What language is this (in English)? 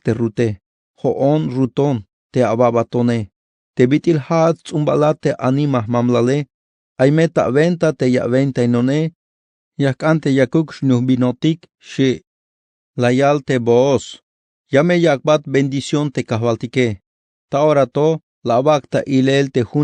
Tzeltal